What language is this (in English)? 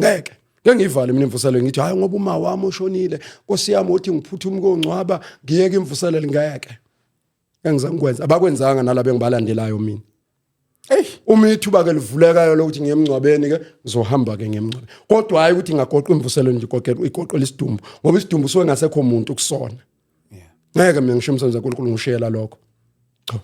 Zulu